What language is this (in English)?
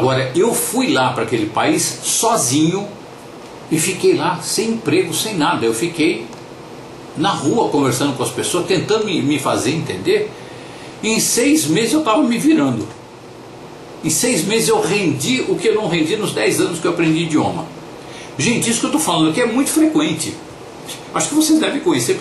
Portuguese